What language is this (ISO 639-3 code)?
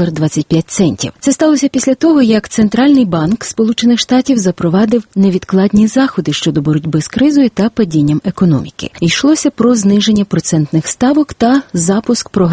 ukr